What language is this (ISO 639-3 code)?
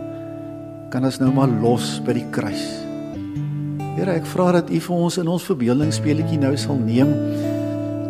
afr